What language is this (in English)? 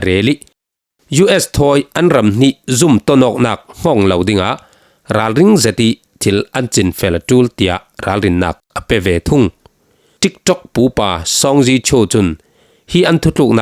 Falam Chin